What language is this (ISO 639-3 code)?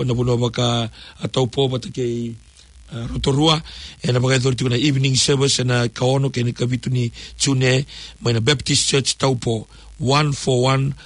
fij